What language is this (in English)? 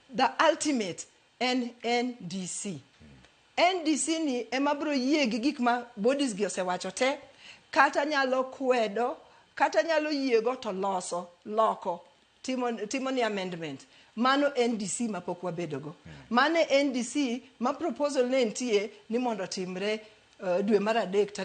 Luo (Kenya and Tanzania)